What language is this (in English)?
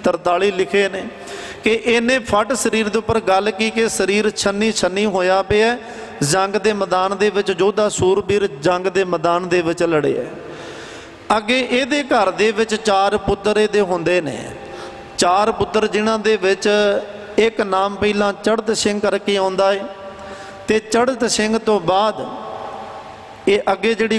Punjabi